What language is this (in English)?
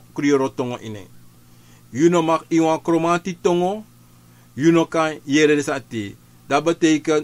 Sranan Tongo